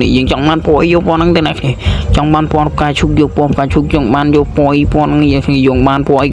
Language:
Khmer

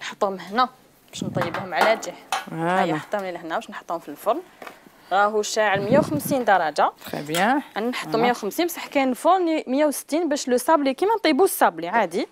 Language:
Algerian Arabic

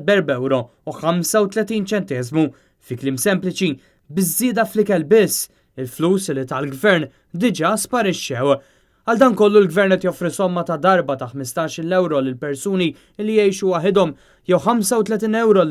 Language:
Maltese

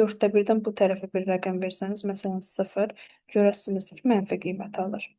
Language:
Azerbaijani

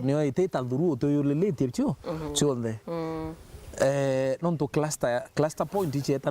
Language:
Meru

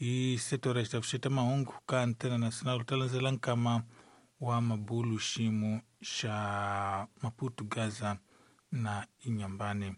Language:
Tsonga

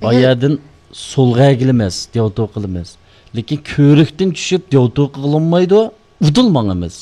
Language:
Uyghur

